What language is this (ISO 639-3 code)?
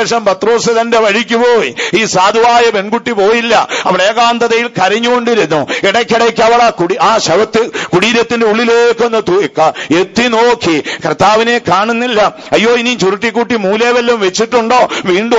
mal